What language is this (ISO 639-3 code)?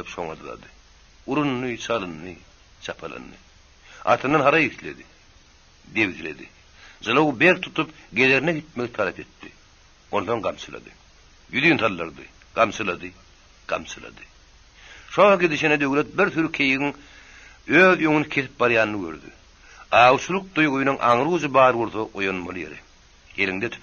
tuk